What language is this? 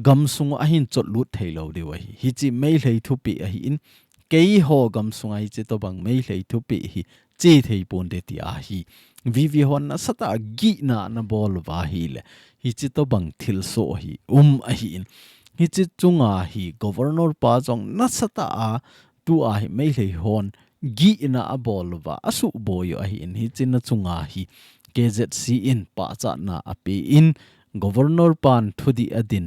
Thado Chin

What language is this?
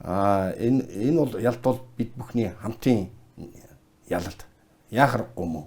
Mongolian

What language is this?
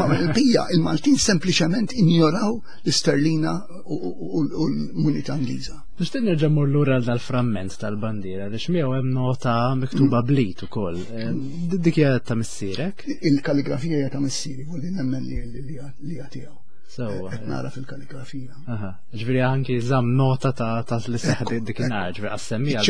Maltese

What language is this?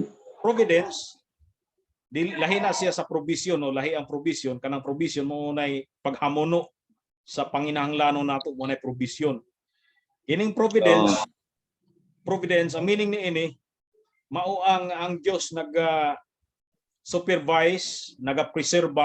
Cebuano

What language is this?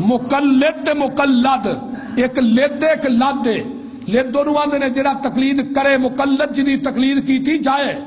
Western Panjabi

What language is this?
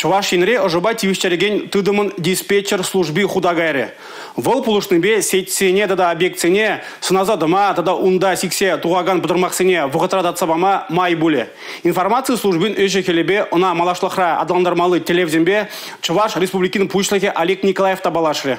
Chuvash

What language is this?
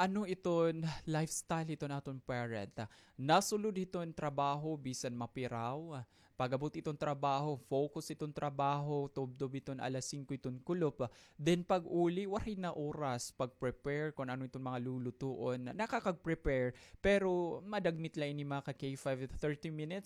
Waray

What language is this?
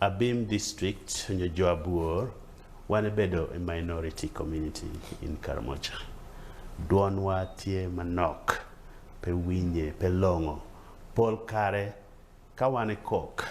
Acoli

